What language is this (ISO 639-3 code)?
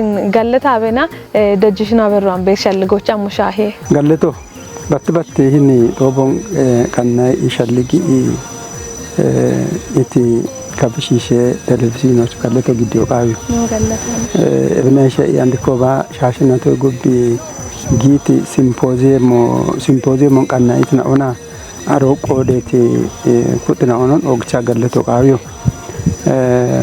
kbr